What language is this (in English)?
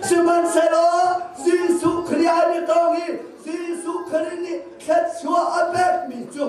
Hakha Chin